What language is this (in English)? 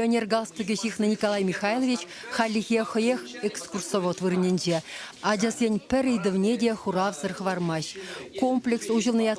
Chuvash